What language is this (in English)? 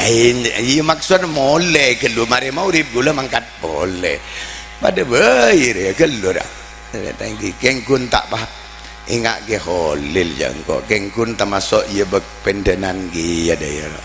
Madurese